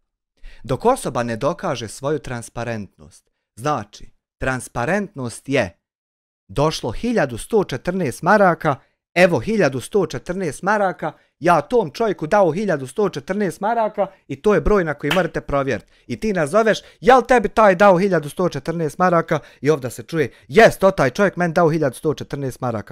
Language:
Bosnian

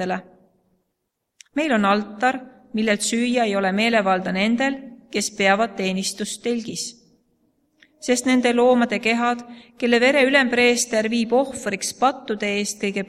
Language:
Estonian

